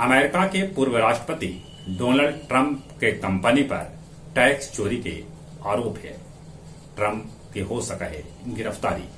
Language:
Magahi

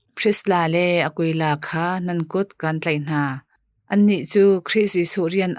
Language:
Hakha Chin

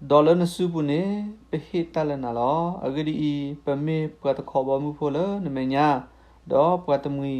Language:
S'gaw Karen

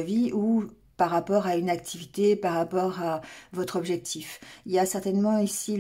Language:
French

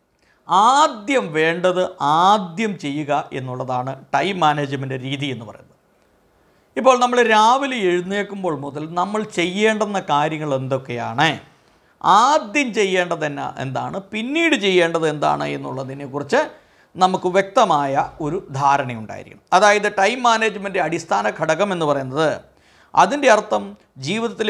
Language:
Malayalam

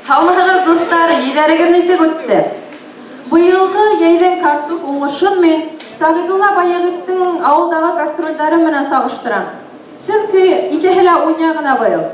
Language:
Bashkir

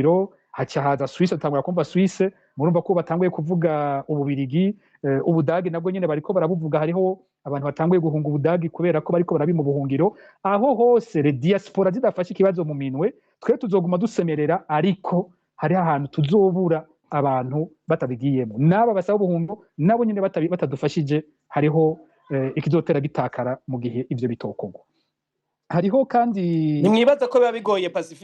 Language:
Rundi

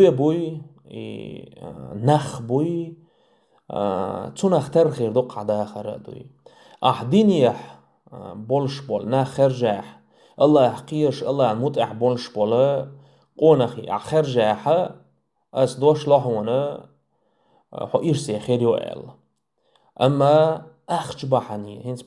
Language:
Chechen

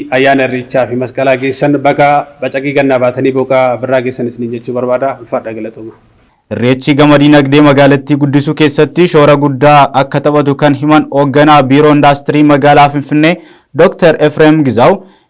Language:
Oromo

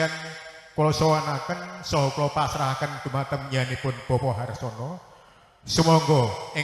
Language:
Javanese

